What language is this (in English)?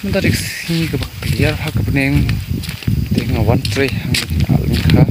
Khasi